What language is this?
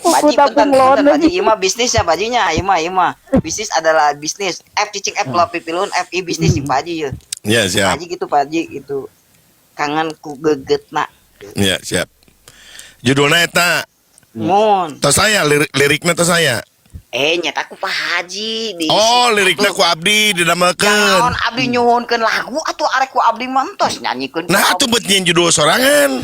Sundanese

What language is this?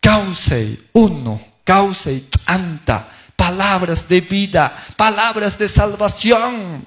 Quechua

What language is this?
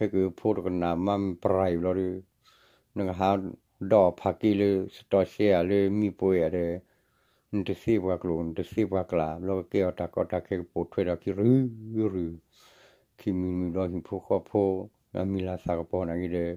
S'gaw Karen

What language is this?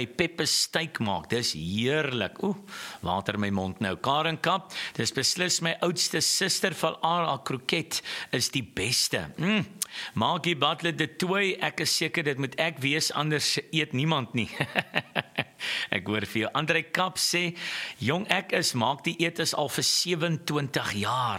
Afrikaans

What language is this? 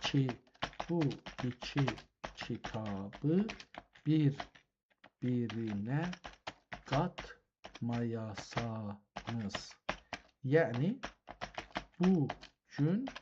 South Azerbaijani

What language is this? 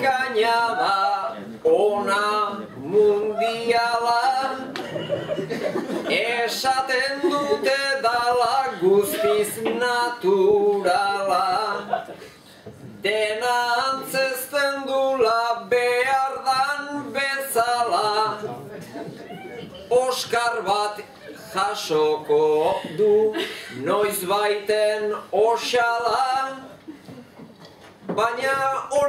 Basque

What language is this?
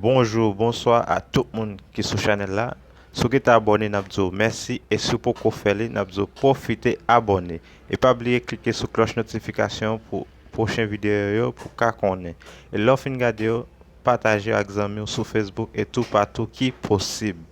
Haitian Creole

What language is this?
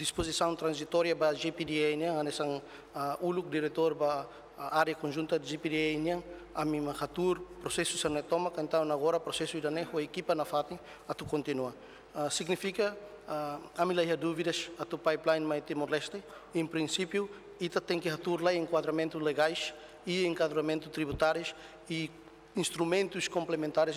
Tetum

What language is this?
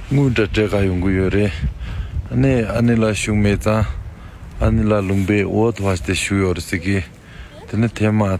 Tibetan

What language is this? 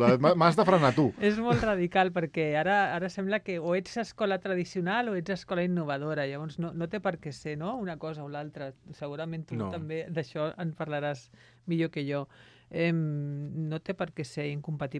Catalan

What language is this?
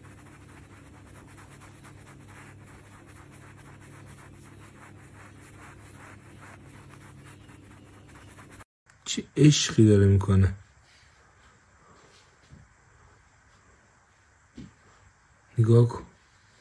Persian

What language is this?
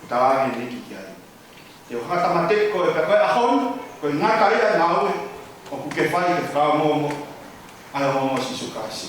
Tongan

